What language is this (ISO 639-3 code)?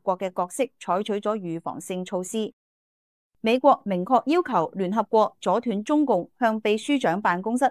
yue